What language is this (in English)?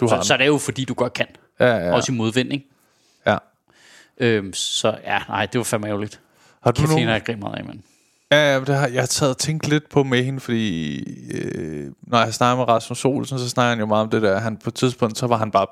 Danish